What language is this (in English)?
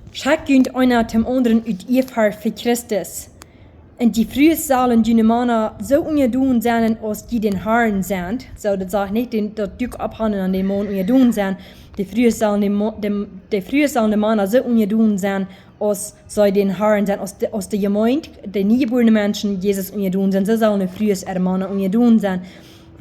Plautdietsch